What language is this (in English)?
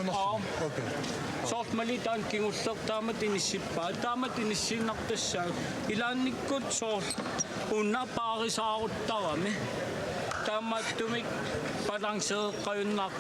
Kalaallisut